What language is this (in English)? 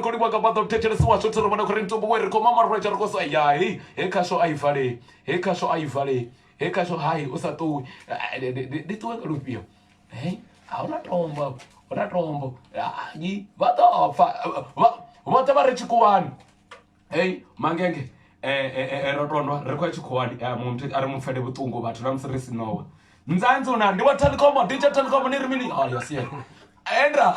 Venda